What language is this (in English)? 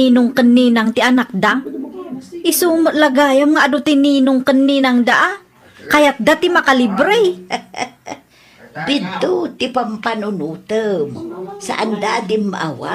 Iloko